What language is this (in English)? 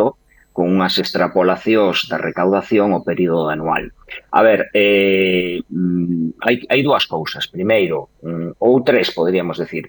Galician